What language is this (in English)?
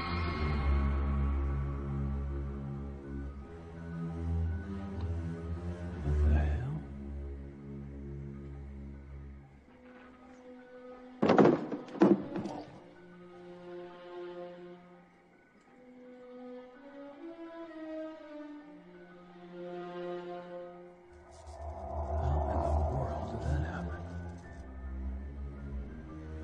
English